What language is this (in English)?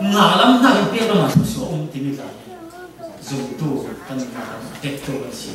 Falam Chin